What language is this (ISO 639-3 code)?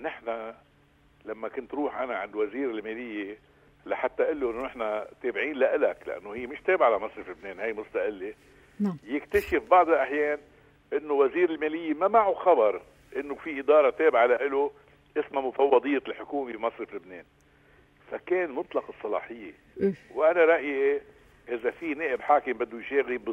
apc